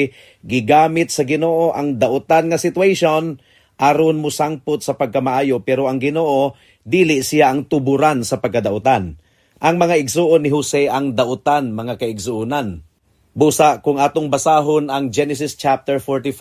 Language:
Cebuano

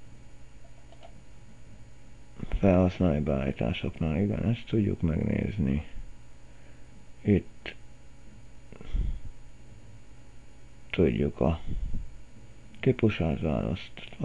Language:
Hungarian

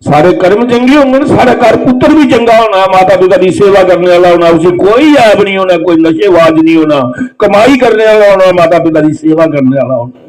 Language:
Dogri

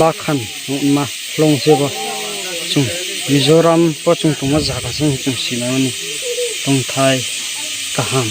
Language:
Riang (India)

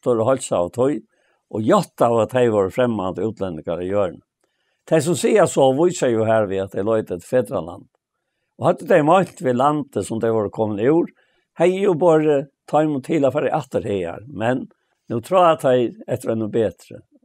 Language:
Faroese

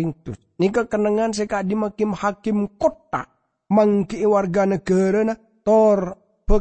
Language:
Madurese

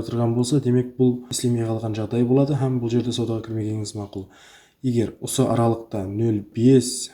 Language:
Kara-Kalpak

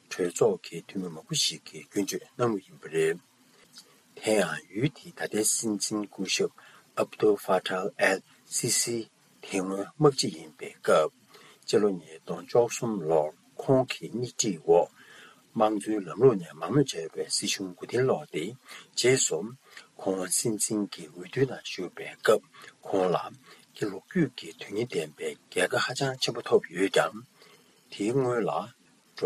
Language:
Tibetan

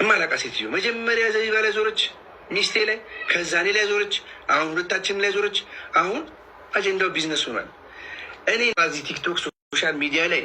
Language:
Amharic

